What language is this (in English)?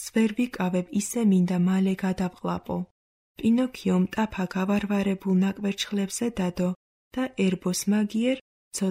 Georgian